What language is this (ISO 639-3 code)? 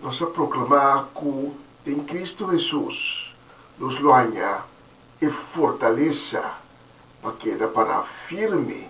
pap